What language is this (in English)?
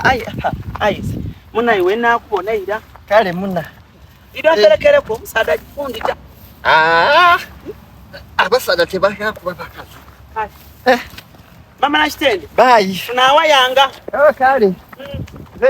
Ganda